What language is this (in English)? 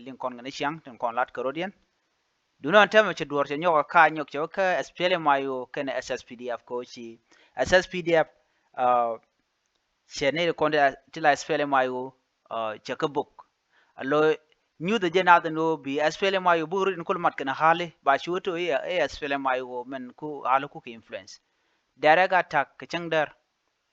Nuer